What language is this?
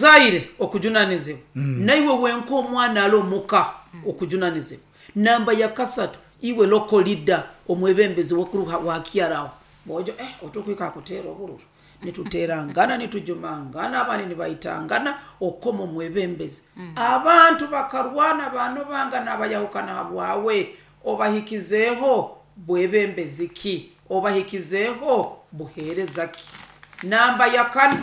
Nyoro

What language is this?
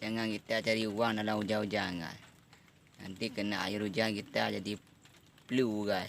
Achinese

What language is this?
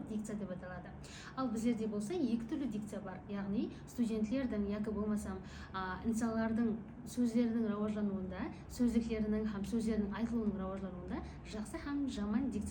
Kara-Kalpak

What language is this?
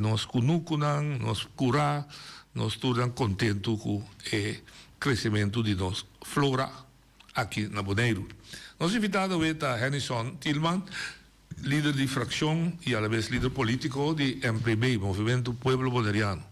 Papiamento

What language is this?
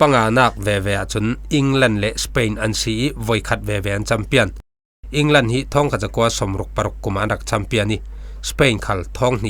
Falam Chin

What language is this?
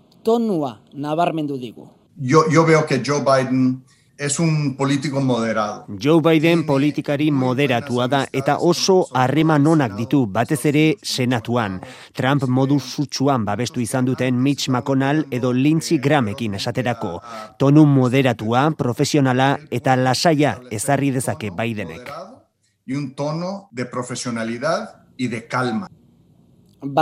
Basque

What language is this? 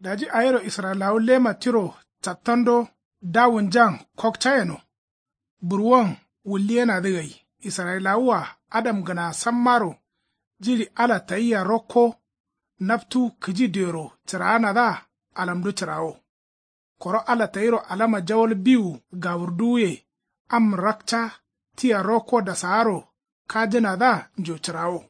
Kanuri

